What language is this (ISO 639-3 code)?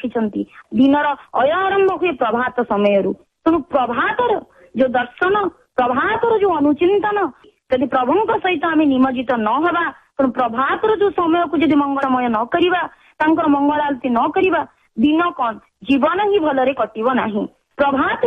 ori